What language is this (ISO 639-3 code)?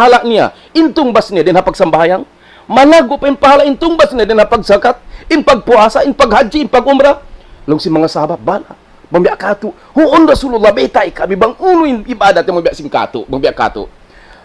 tsg